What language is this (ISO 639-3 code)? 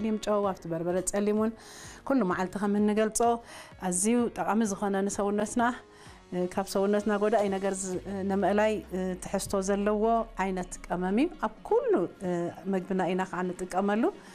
tir